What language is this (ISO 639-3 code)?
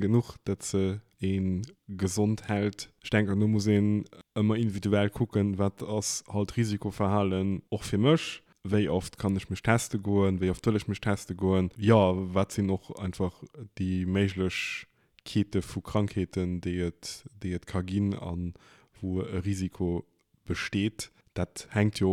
ltz